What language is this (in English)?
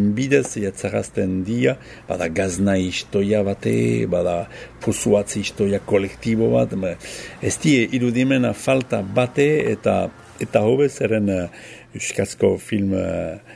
Basque